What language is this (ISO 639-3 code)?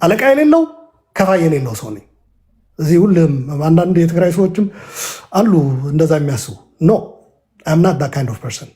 amh